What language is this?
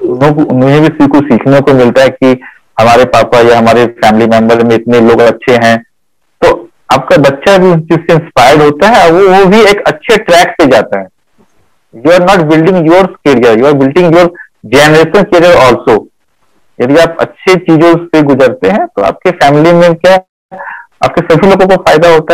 Hindi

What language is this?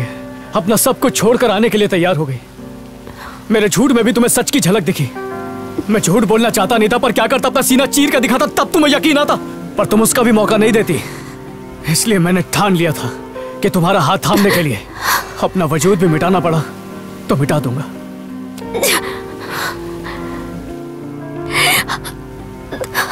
Hindi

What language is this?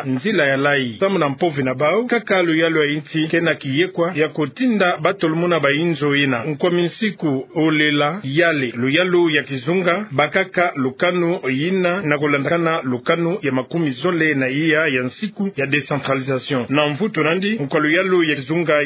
Kituba (Democratic Republic of Congo)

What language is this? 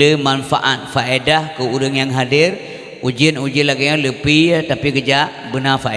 Achinese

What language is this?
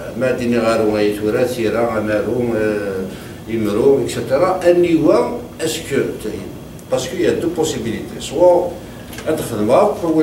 Kabyle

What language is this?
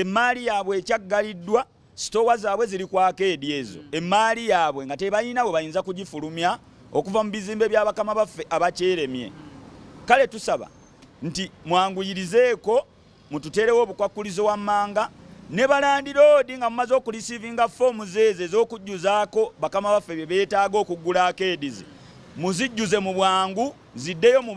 Ganda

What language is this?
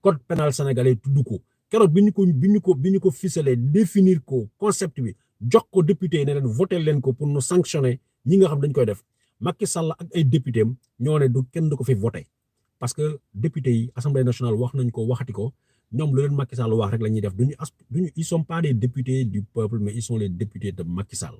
Wolof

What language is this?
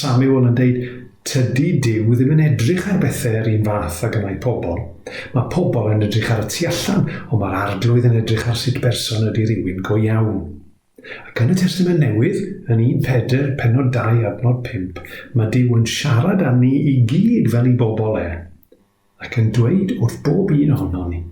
Welsh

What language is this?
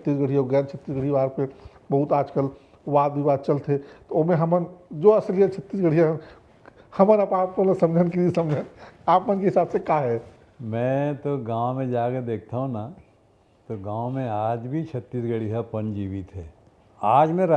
Chhattisgarhi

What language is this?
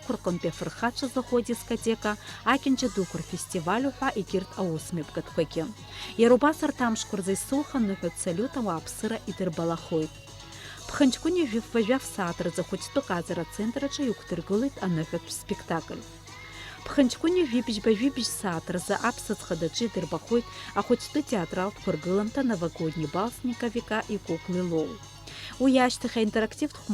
Abkhazian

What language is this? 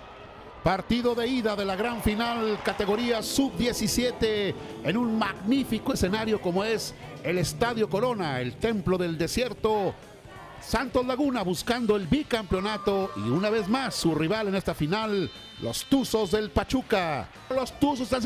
Spanish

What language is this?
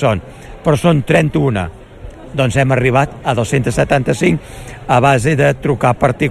Catalan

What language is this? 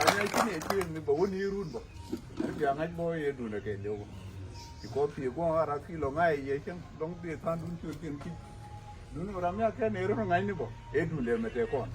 Nuer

